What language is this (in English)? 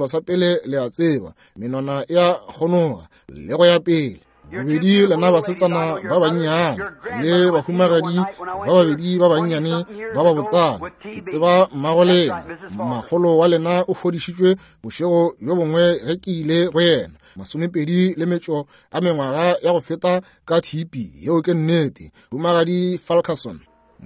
Northern Sotho